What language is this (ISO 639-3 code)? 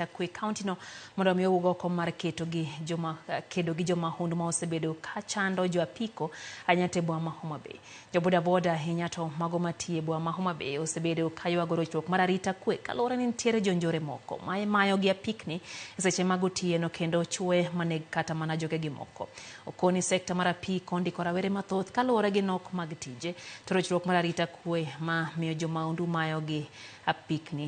luo